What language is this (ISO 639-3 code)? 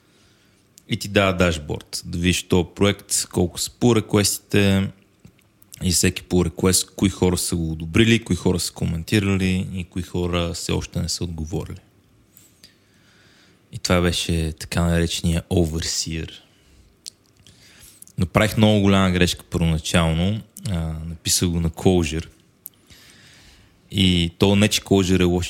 bul